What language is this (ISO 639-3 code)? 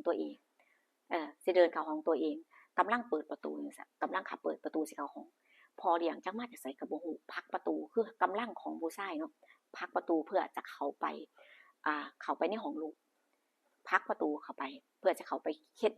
tts